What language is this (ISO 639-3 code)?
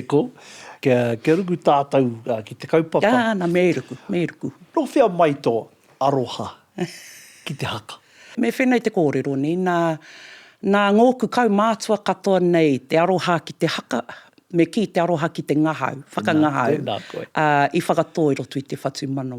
mri